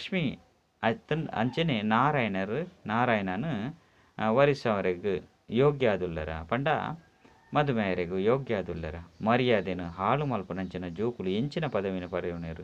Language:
Tulu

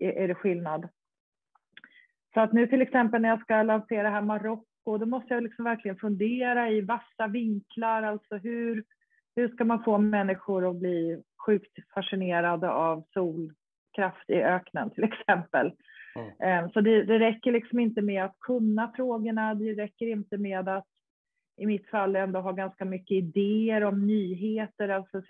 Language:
Swedish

